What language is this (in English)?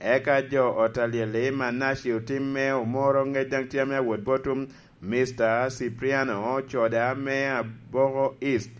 Lango (Uganda)